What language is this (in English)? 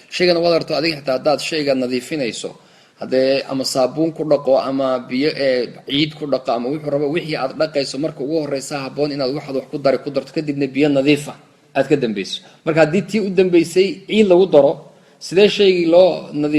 Somali